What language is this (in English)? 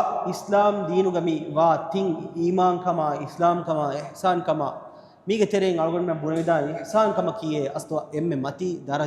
Divehi